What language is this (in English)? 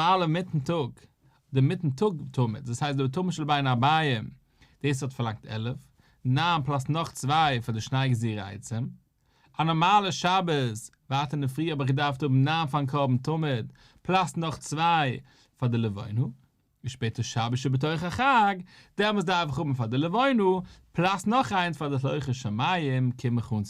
Yiddish